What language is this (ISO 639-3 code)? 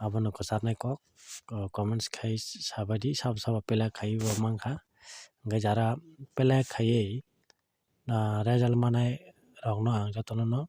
trp